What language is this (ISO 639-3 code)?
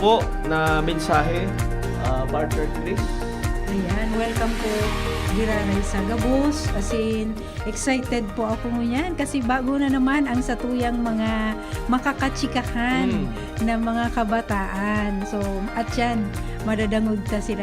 bik